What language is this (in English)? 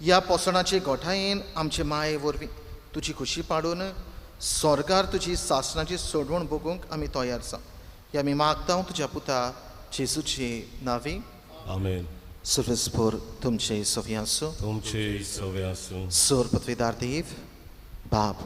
Konkani